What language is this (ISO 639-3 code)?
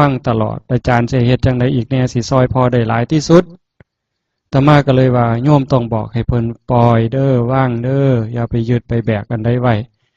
tts